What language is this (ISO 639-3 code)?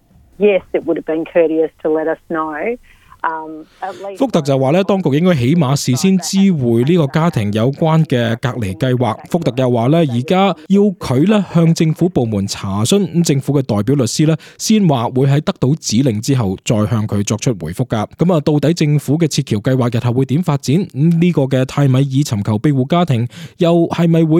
yue